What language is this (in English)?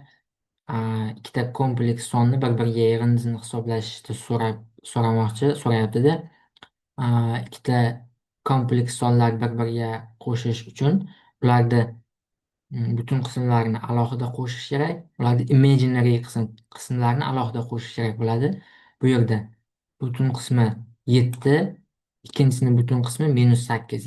Uzbek